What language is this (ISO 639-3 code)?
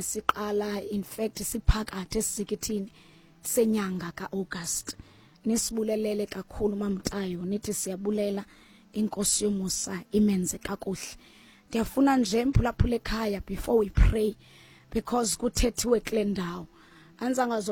xho